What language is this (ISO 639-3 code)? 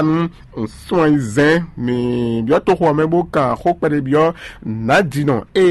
fon